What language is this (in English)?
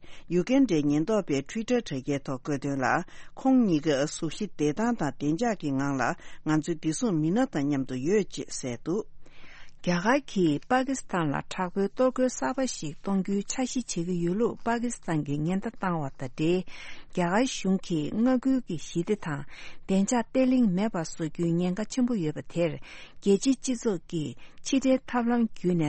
Tibetan